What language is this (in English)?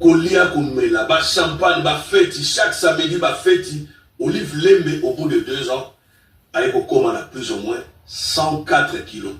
Lingala